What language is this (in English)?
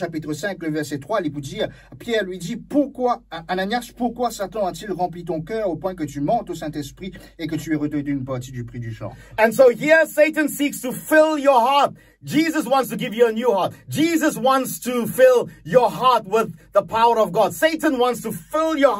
Morisyen